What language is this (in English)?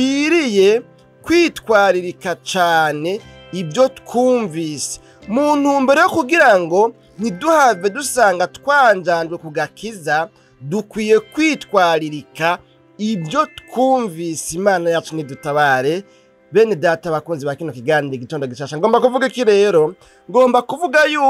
Rundi